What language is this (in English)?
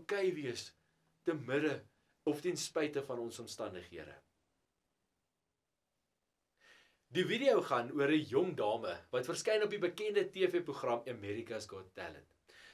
Afrikaans